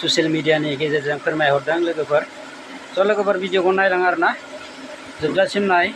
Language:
Bodo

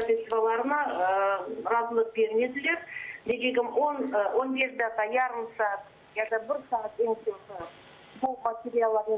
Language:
Crimean Tatar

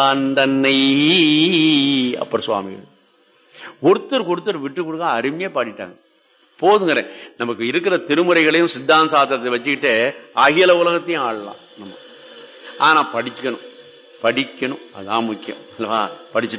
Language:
Tamil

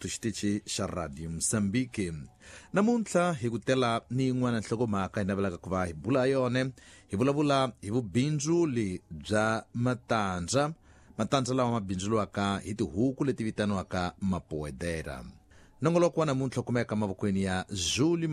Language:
Tsonga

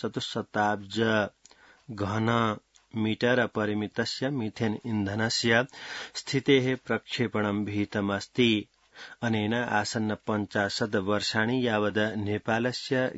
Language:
Sanskrit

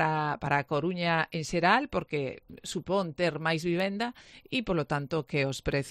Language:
Galician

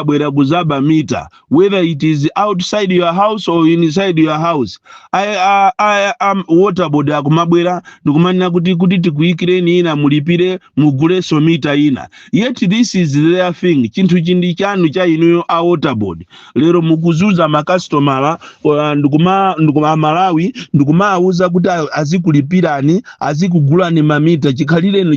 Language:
Nyanja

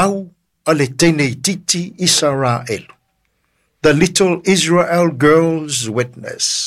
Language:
Samoan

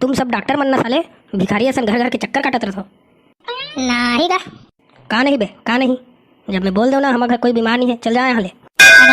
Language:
Chhattisgarhi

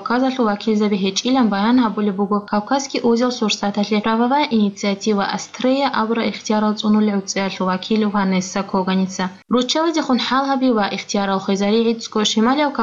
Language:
Avaric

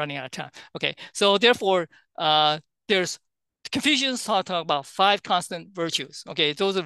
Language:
English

